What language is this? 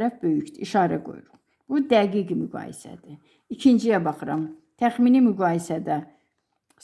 Azerbaijani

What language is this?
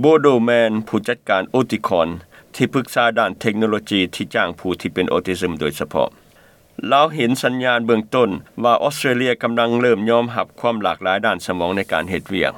Lao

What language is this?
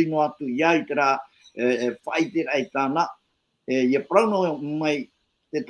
Tahitian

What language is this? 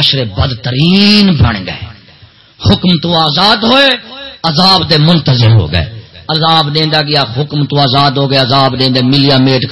Saraiki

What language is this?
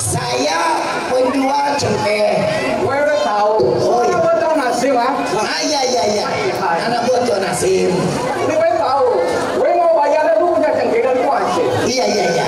Betawi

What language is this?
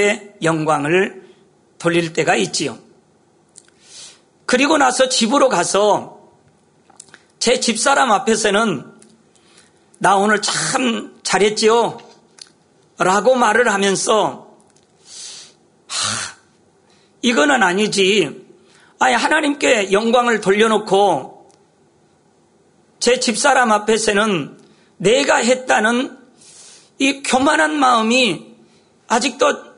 Korean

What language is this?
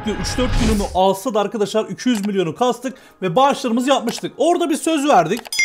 Turkish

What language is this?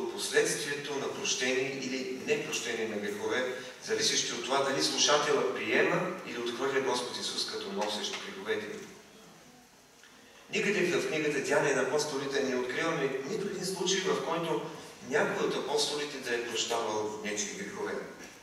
Bulgarian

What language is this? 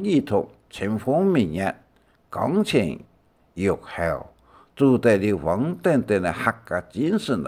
Hakka Chinese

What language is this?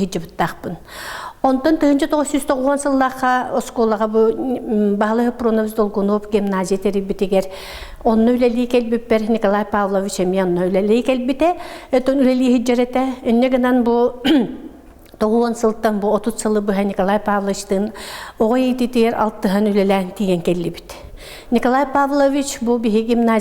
Yakut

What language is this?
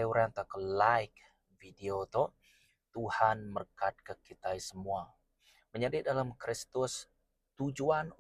Iban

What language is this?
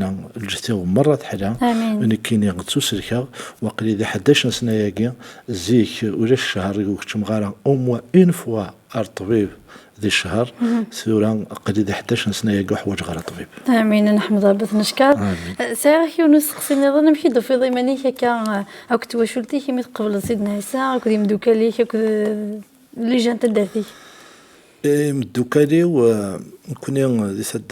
Kabyle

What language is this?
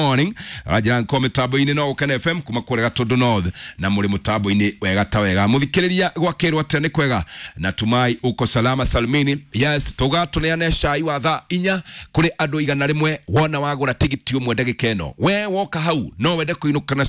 Kikuyu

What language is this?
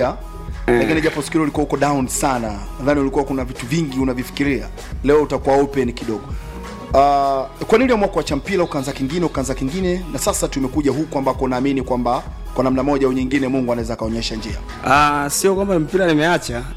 Swahili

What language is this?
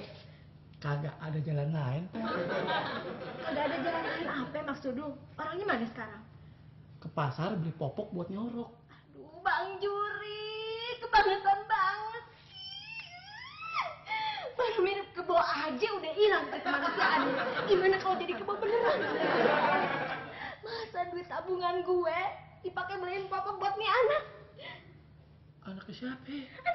Indonesian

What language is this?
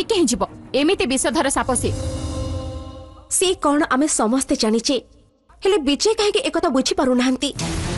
Odia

